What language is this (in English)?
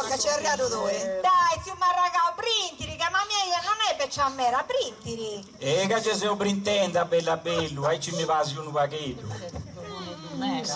Sardinian